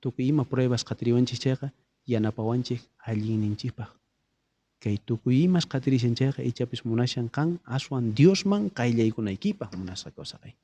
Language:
South Bolivian Quechua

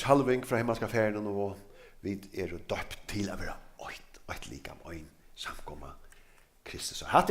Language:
Faroese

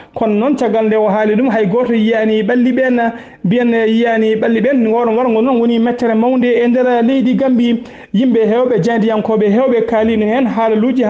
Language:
Fula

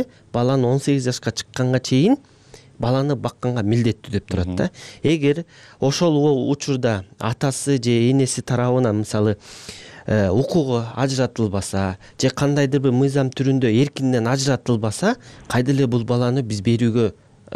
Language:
Kyrgyz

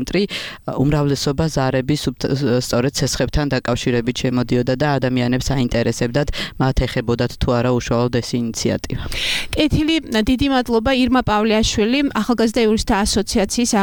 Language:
Georgian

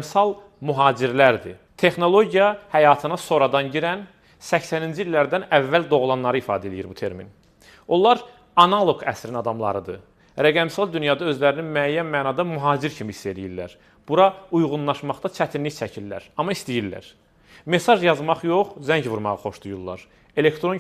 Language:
Azerbaijani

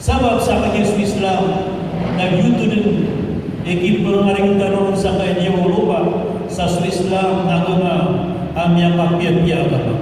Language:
Maranao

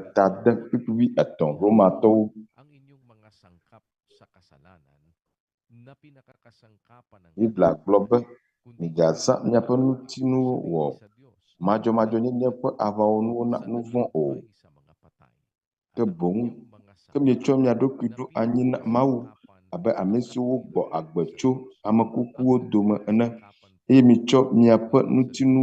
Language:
Ewe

